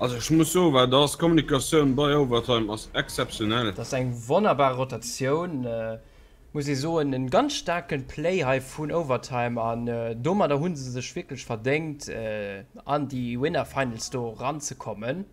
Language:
Luxembourgish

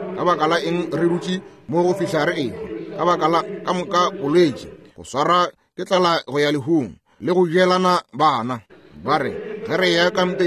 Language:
Northern Sotho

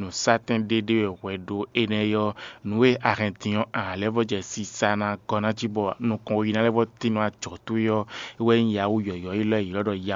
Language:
Fon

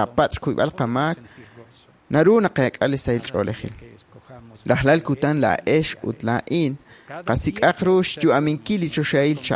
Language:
Kekchí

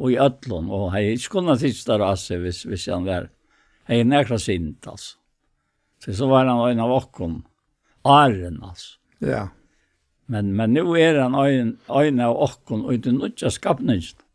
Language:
Faroese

